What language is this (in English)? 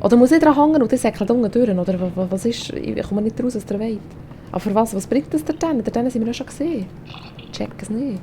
Swiss German